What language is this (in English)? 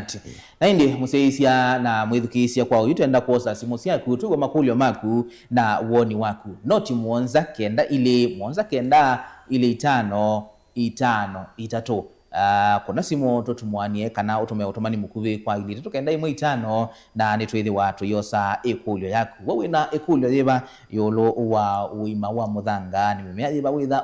Kamba